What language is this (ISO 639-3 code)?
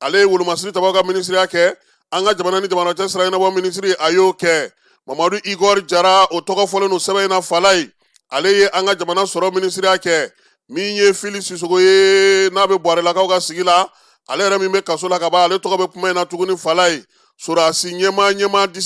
bam